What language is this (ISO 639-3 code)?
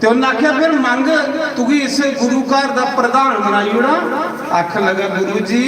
doi